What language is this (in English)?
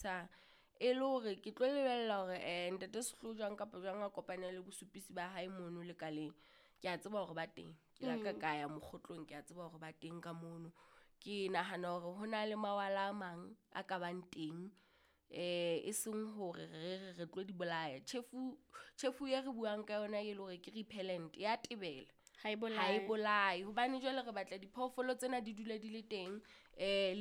Southern Sotho